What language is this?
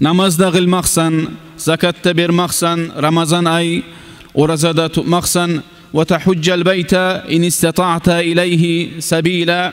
Kumyk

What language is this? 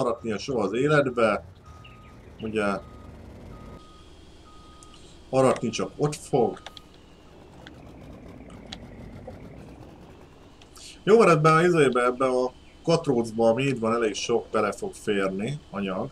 Hungarian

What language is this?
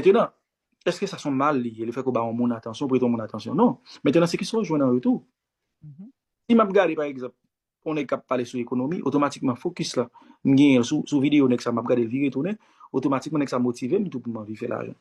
Haitian Creole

